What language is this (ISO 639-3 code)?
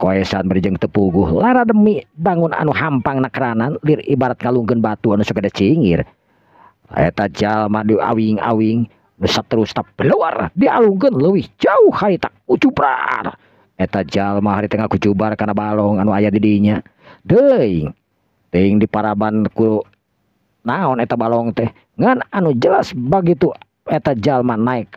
sun